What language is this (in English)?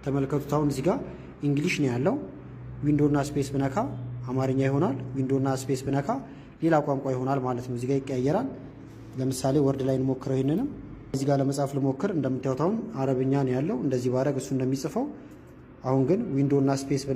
Amharic